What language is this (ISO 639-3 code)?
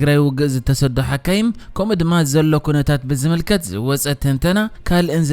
tir